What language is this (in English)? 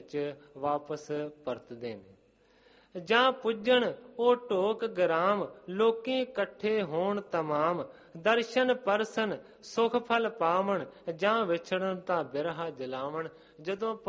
Punjabi